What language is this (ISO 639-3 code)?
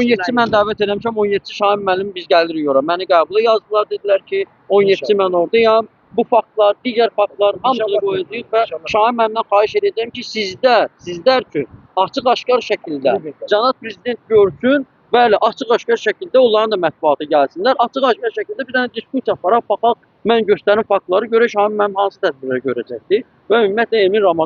aze